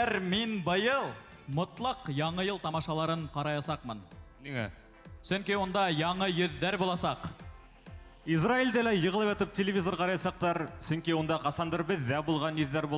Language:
Bashkir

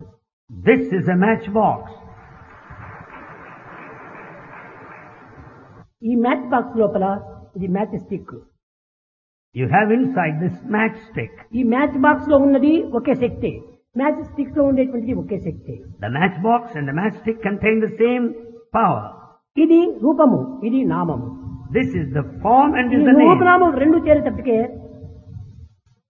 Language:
Telugu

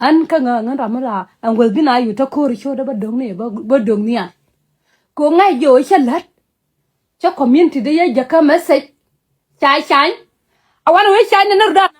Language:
Nuer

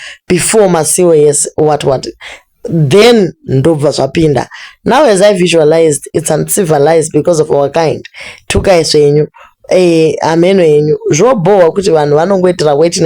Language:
Shona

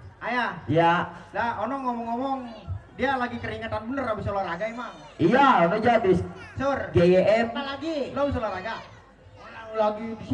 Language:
Betawi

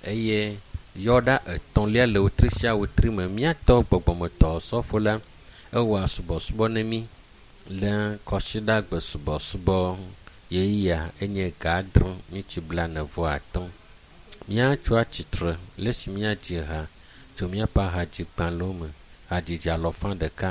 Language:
Ewe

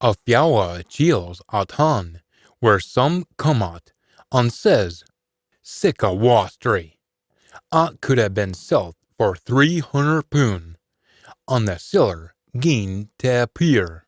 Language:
Scots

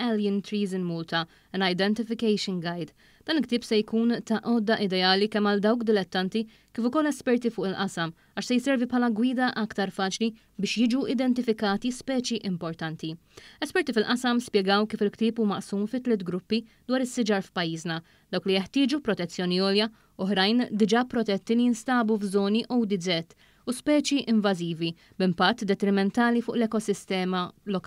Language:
Maltese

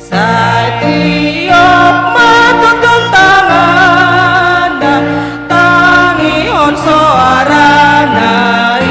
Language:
Batak Toba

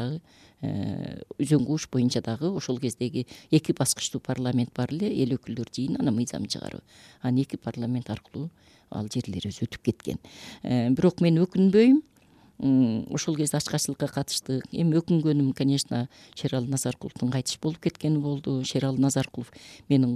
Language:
Kyrgyz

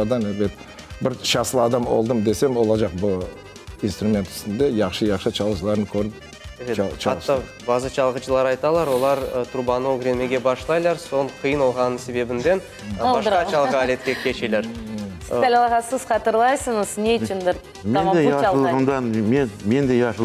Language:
Crimean Tatar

